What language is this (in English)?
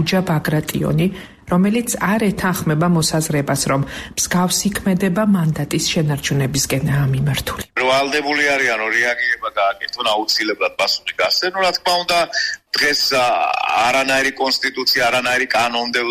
Georgian